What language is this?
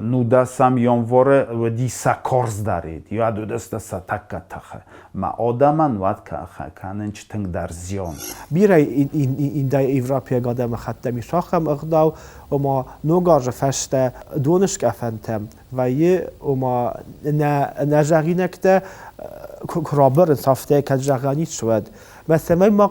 Ossetic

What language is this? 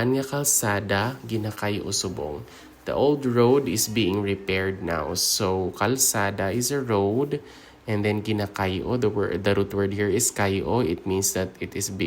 Hiligaynon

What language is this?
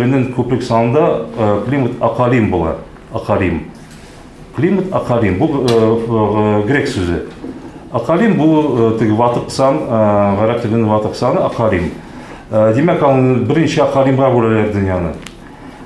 Tatar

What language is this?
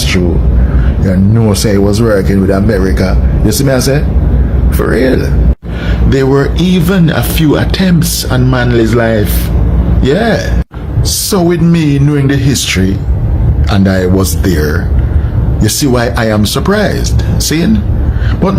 Jamaican Creole English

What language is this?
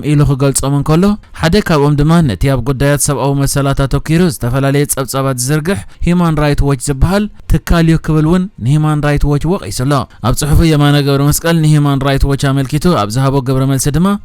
Tigrinya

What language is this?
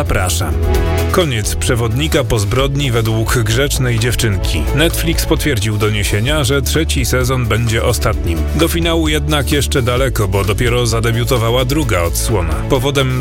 Polish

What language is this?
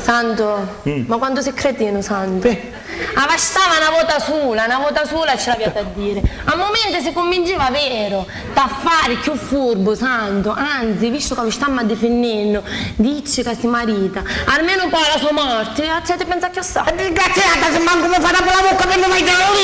Sicilian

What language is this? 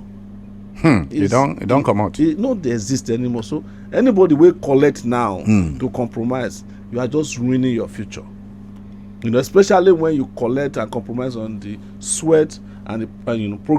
Nigerian Pidgin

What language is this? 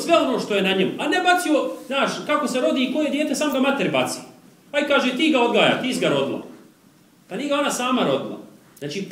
Bosnian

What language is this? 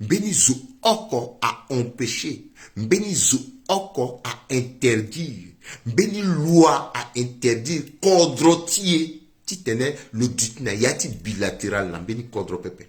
Sango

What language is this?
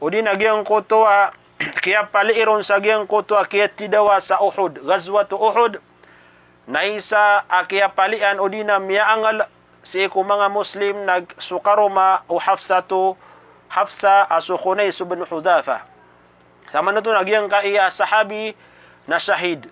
Maranao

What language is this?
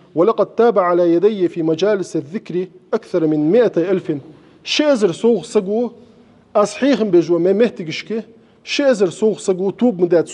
Ingush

